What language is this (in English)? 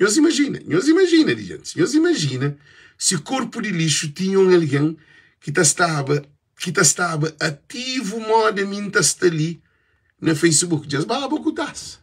Kabuverdianu